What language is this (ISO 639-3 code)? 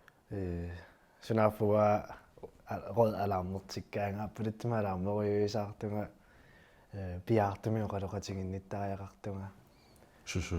kal